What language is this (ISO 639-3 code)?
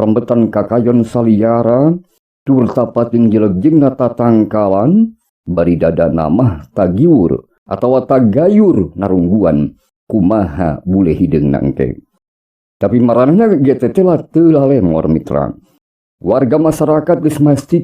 sun